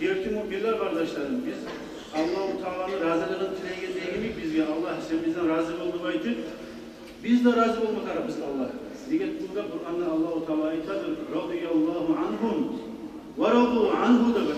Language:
Kumyk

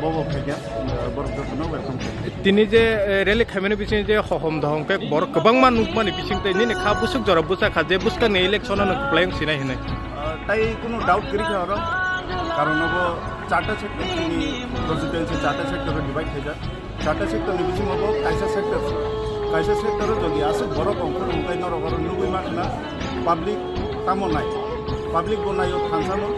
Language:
Kok Borok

